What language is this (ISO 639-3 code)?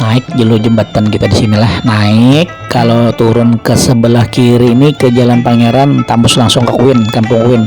bjn